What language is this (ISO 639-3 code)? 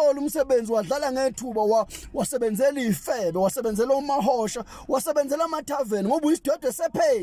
zul